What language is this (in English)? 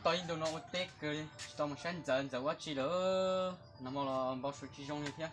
Hmong